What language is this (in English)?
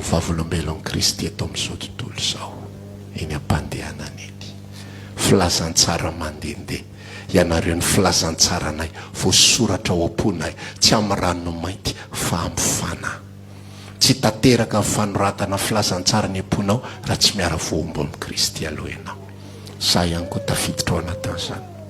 Malagasy